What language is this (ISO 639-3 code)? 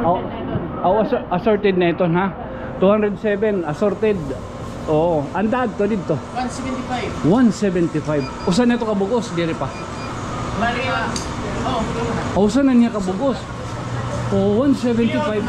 war